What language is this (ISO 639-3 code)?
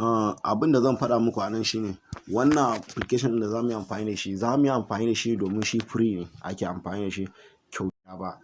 hau